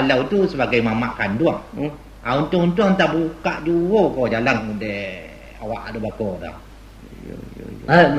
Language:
Minangkabau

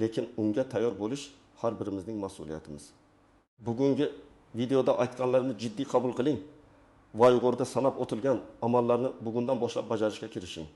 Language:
Uzbek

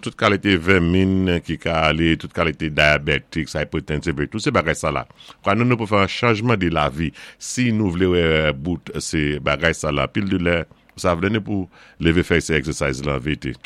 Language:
Saint Lucian Creole French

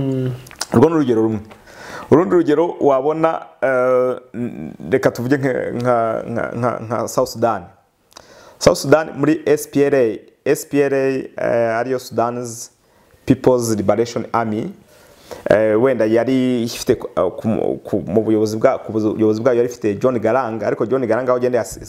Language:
Kinyarwanda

